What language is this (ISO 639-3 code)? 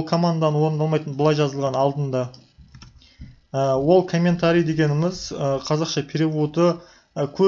kaz